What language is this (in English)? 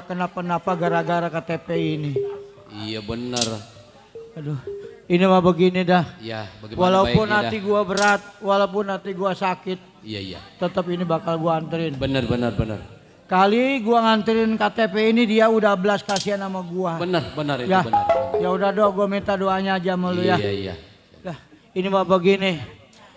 Betawi